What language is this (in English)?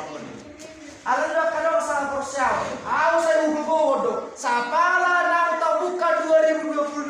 Batak Toba